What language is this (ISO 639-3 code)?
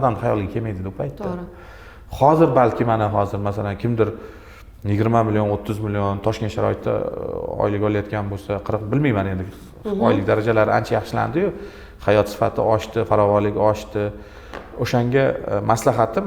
uzb